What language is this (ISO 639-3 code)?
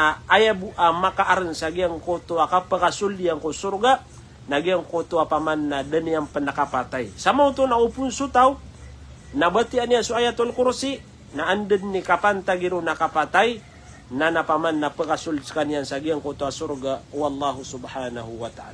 mrw